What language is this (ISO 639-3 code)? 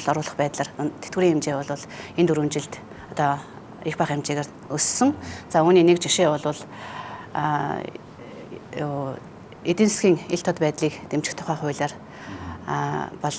mon